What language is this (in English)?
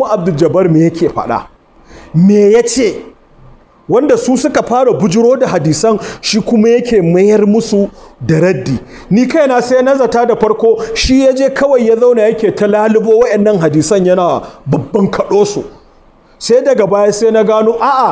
Hausa